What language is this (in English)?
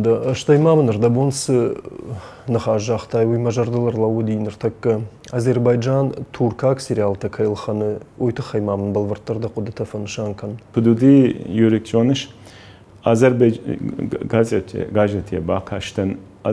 Ossetic